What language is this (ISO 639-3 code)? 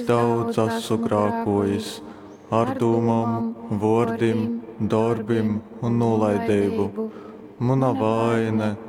ltg